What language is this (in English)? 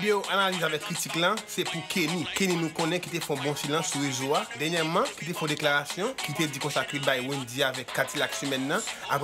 Haitian Creole